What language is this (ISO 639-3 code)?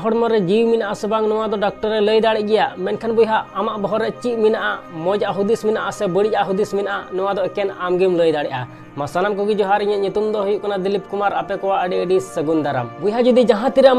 sat